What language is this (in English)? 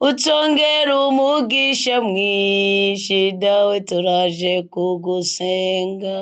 Rundi